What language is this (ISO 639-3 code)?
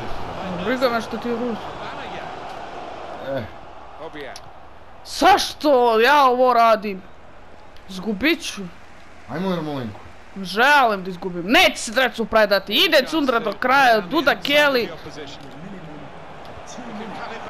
hrv